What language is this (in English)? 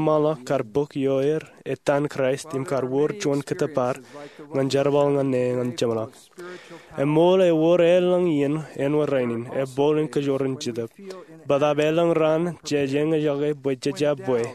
Marshallese